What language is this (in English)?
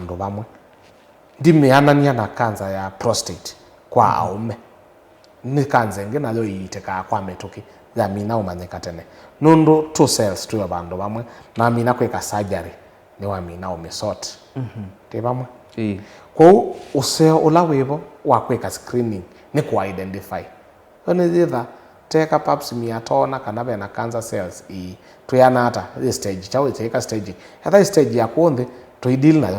Kamba